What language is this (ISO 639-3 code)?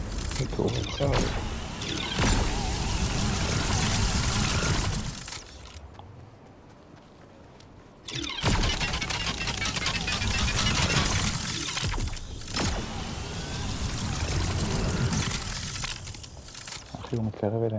heb